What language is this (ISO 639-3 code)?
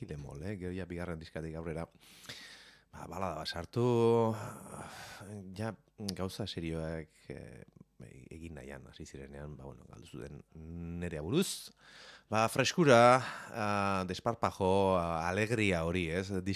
eus